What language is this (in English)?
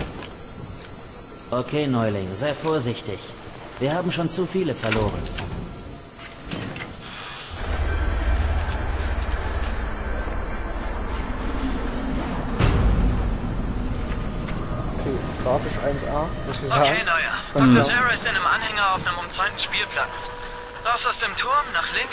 German